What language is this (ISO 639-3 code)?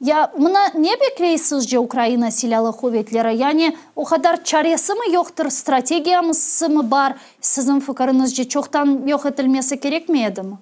crh